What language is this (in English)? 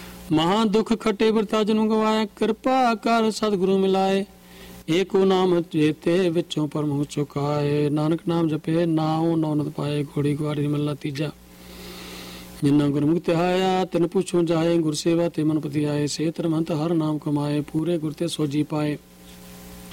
Punjabi